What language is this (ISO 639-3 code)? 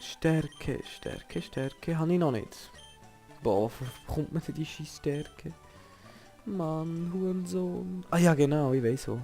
gsw